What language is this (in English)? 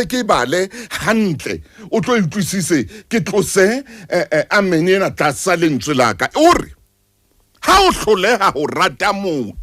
Southern Sotho